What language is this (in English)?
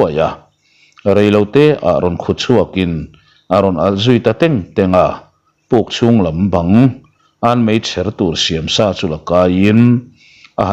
Mizo